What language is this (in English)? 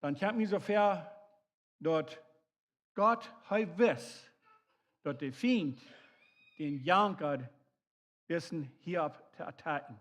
Plautdietsch